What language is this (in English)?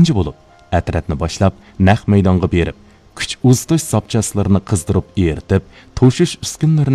Uyghur